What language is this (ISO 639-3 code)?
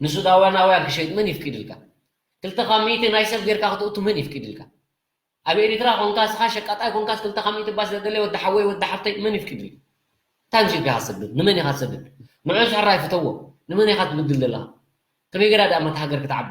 tir